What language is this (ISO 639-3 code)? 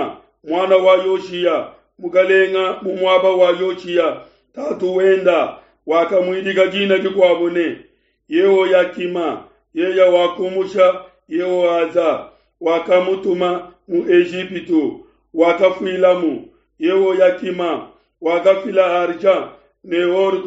lua